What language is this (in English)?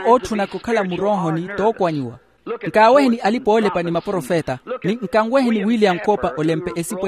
Makhuwa